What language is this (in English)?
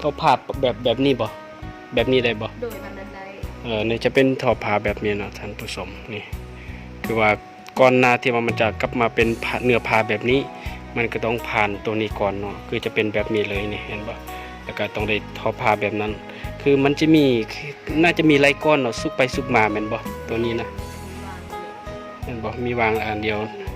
Lao